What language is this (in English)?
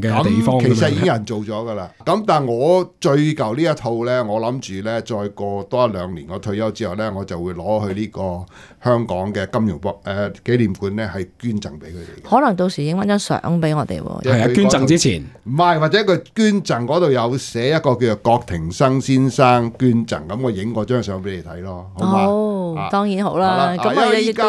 Cantonese